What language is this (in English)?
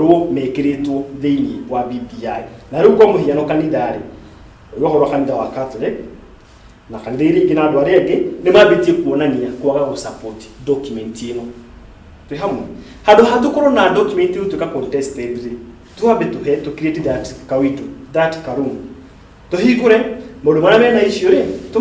Kikuyu